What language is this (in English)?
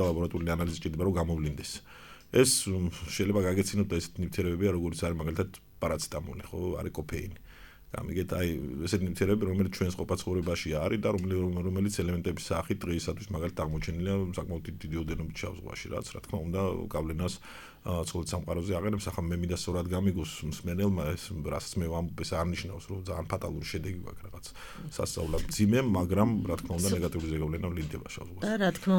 Georgian